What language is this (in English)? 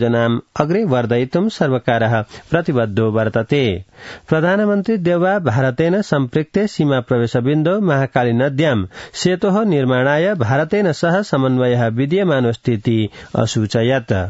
Sanskrit